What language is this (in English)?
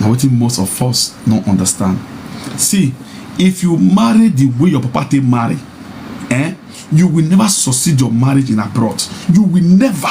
Nigerian Pidgin